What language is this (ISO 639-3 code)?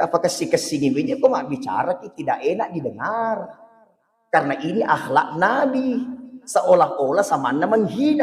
bug